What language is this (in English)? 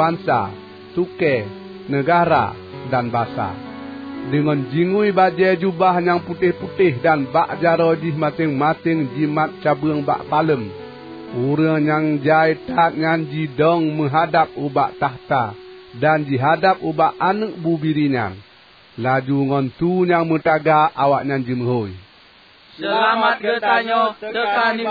Achinese